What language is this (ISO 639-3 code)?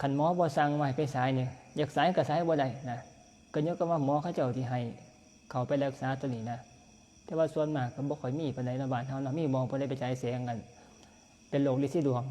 tts